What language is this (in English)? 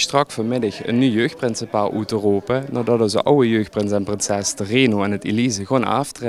Limburgish